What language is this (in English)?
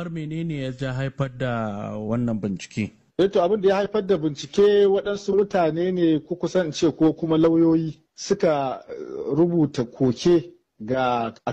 Hausa